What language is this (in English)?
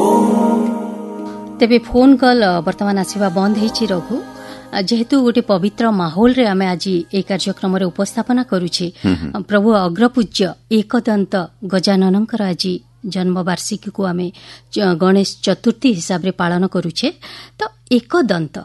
Odia